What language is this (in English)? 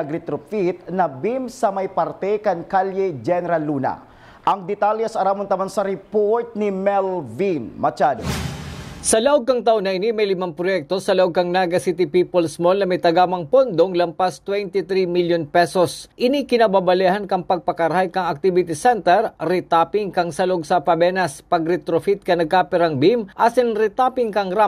Bikol